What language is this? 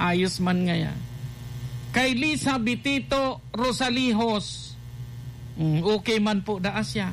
Bikol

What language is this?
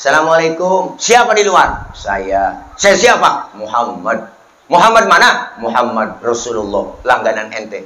Betawi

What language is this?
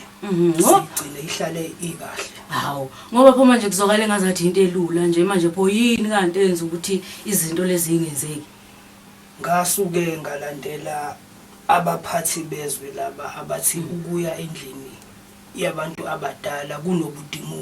Zulu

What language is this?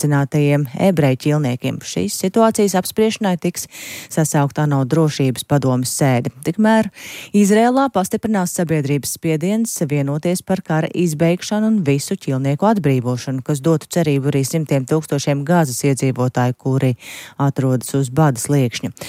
Latvian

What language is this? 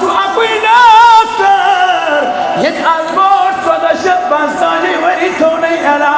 Kashmiri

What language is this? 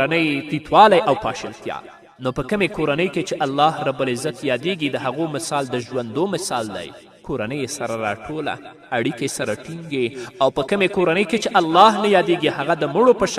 Pashto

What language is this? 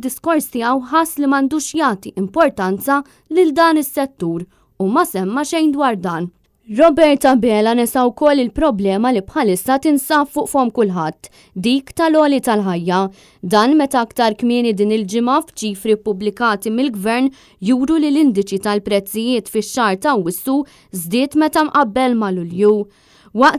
Maltese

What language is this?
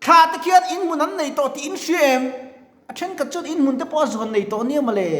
Mizo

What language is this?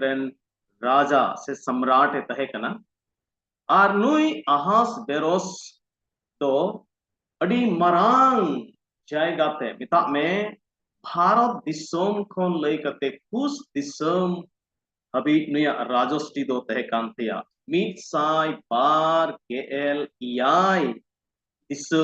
Santali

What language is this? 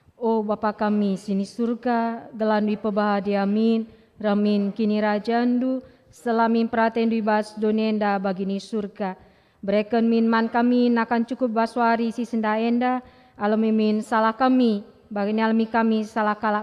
Batak Karo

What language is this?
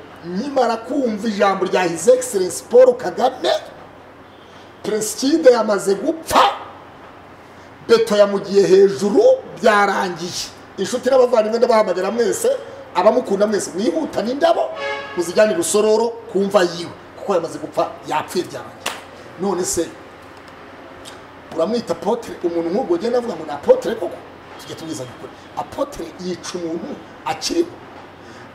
Kinyarwanda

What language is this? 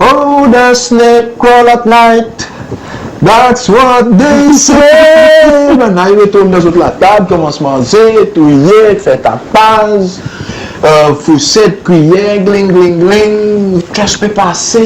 Seselwa Creole French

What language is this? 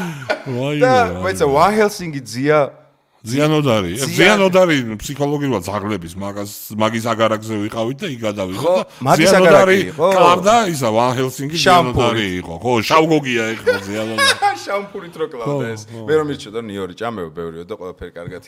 Georgian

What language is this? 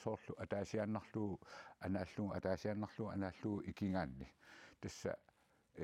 Kalaallisut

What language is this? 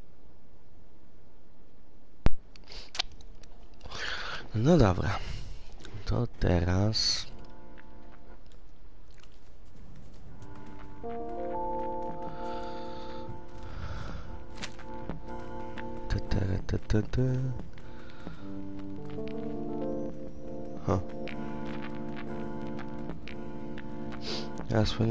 Polish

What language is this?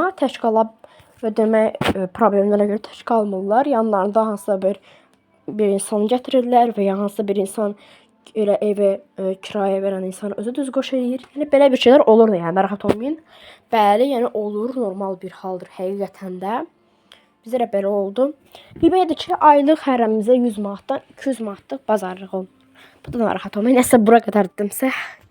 Azerbaijani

